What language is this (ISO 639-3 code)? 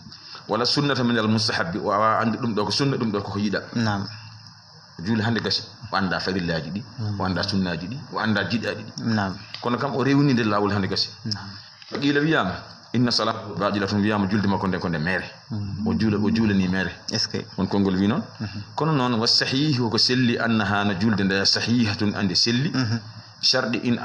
ful